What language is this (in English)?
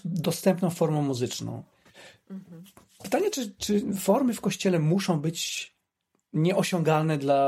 Polish